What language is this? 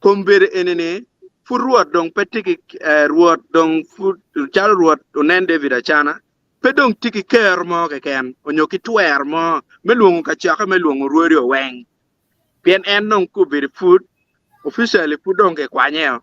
Acoli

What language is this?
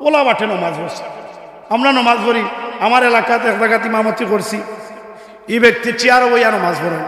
Sylheti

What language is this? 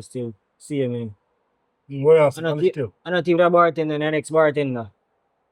Jamaican Creole English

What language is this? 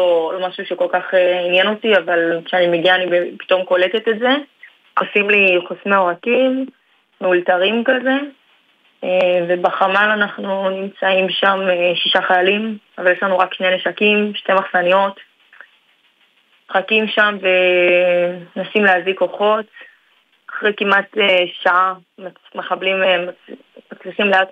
Hebrew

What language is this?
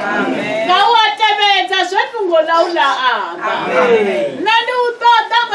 Venda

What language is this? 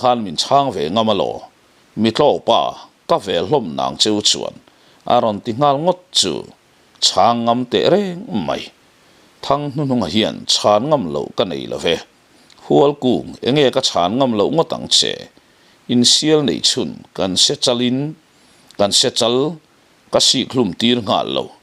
Mizo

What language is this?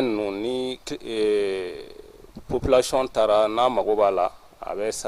Bambara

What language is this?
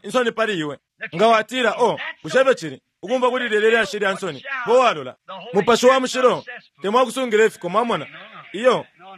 Bemba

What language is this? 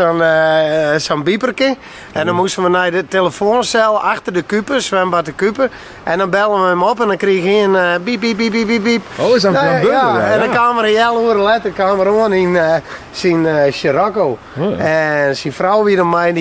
Western Frisian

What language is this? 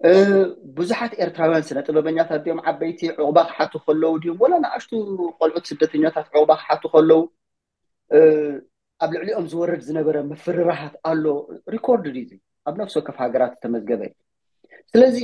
Tigrinya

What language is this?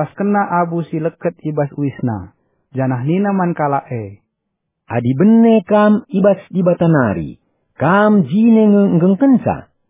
Batak Karo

